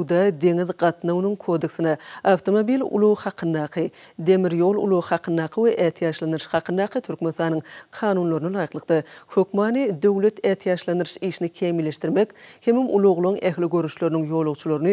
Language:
Turkmen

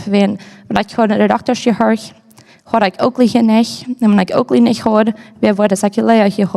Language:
Plautdietsch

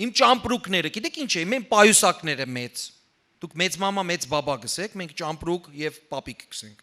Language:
Western Armenian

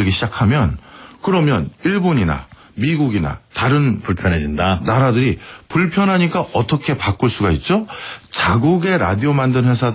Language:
Korean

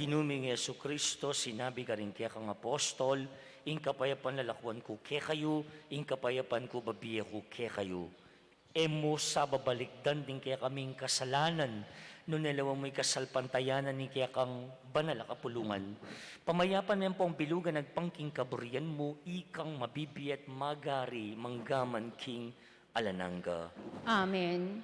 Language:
Pampanga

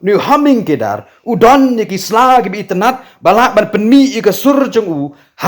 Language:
Khasi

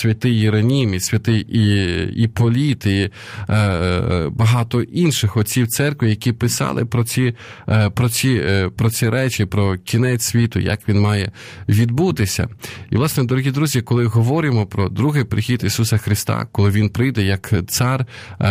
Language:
Ukrainian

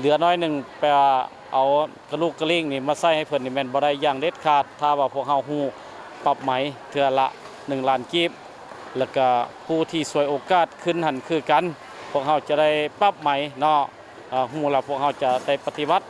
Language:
Lao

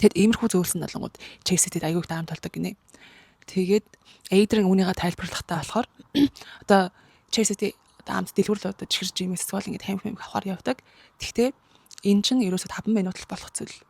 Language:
Mongolian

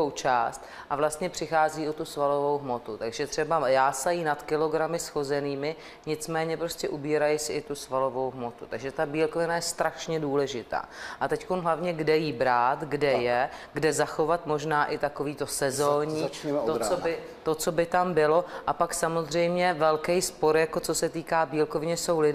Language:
Czech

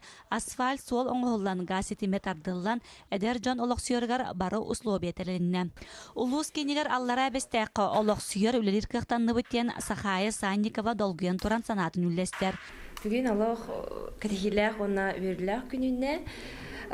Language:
Yakut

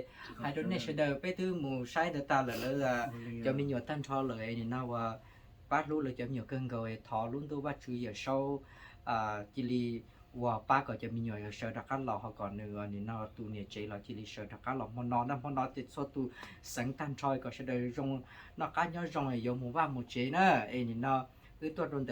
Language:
Hmong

